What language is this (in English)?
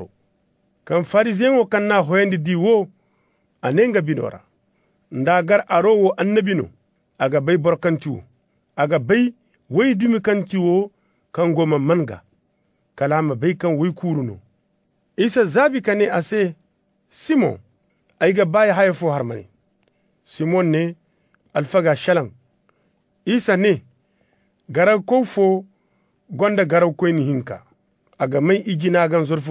Zarma